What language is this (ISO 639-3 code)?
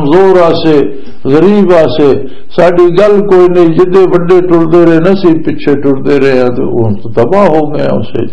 lah